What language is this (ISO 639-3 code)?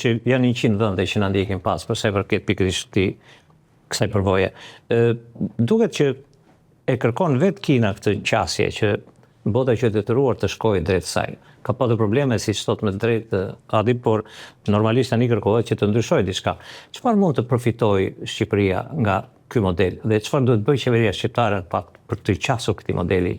sqi